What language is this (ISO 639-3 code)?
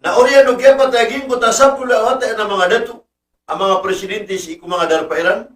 mrw